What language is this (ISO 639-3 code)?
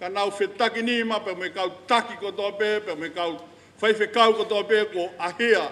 ton